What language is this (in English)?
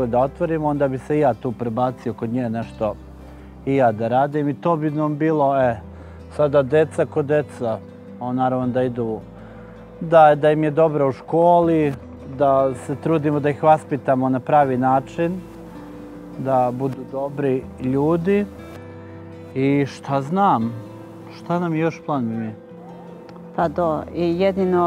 Serbian